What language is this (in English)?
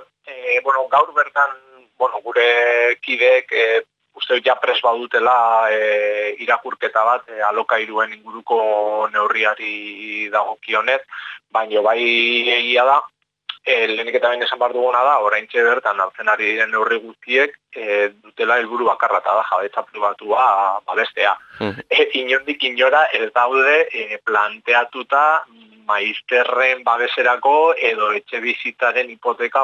Basque